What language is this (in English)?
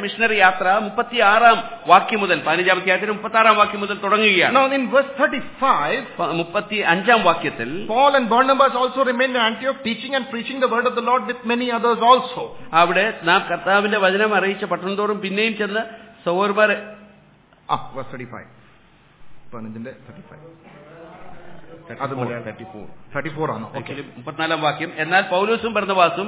Malayalam